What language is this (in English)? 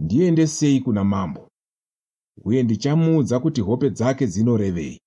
Shona